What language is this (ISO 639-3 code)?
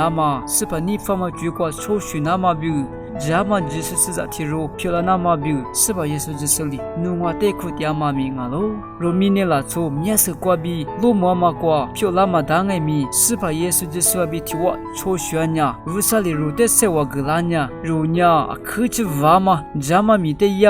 lis